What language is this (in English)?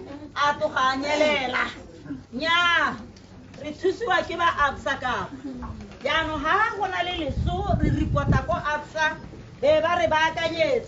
Tswana